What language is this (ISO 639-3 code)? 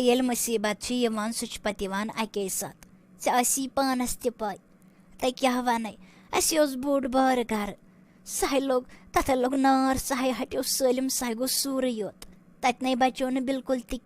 kas